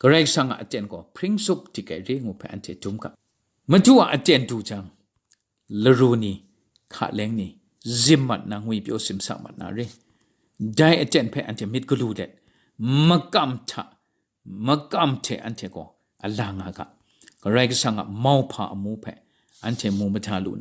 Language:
Kachin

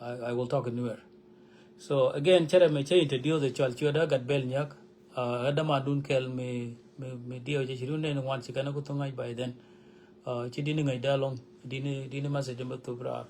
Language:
Nuer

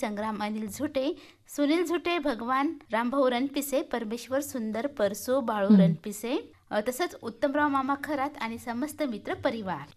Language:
Marathi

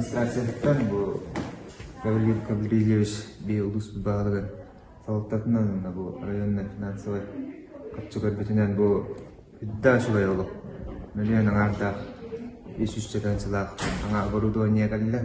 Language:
Yakut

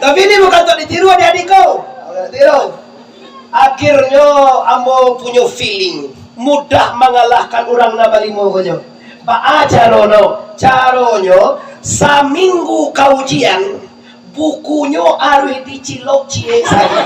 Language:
Minangkabau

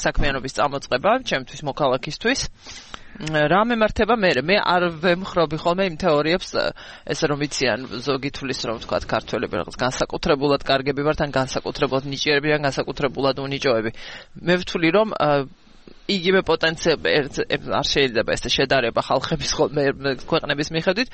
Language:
Georgian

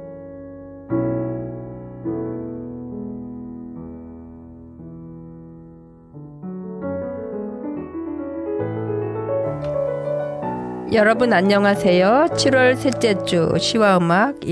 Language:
Korean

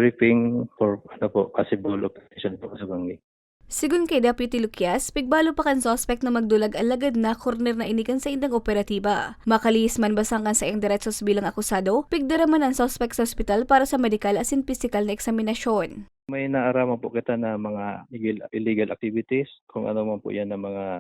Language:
Bikol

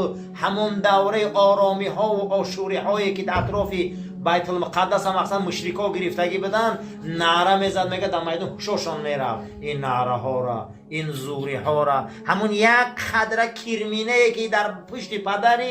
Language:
Tajik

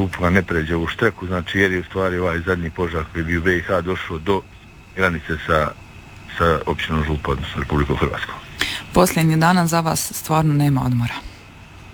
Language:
Croatian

